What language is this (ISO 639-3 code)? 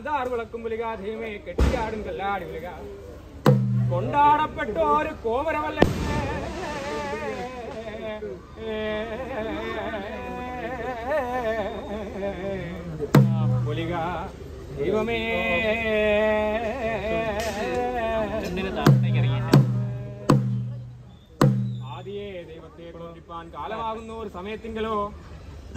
mal